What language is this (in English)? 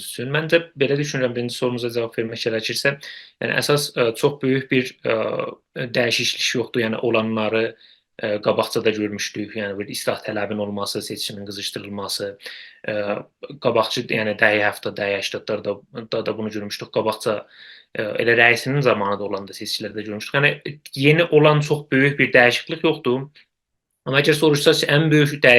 South Azerbaijani